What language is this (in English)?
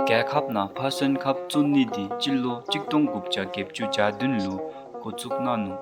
Dzongkha